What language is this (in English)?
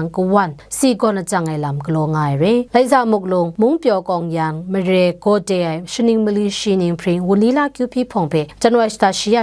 Kachin